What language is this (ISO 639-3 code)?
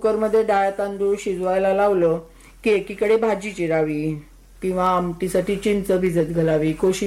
mar